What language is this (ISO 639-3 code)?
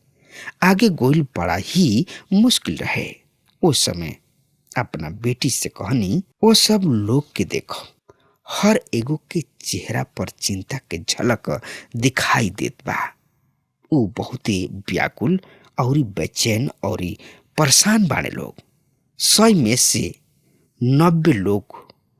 bho